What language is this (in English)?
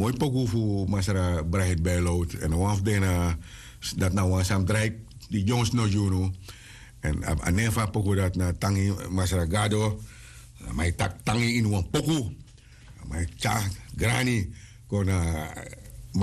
Sranan Tongo